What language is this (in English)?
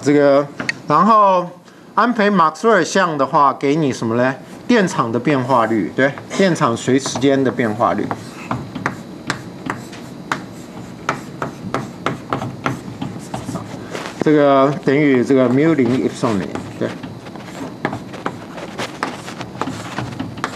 Chinese